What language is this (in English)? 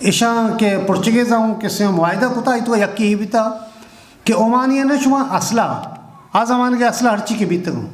Eastern Balochi